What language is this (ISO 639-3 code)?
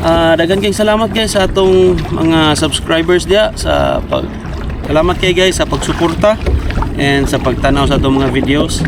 ceb